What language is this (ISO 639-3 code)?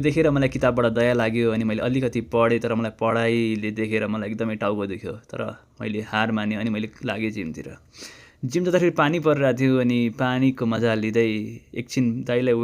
nep